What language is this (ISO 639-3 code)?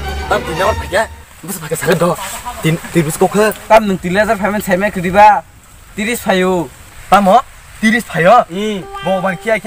trp